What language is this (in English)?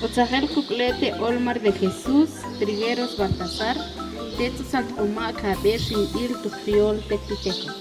Tektiteko